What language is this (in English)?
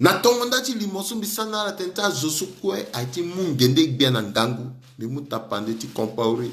Sango